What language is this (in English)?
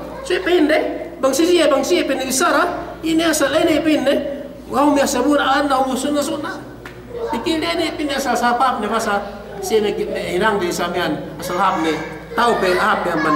Yakan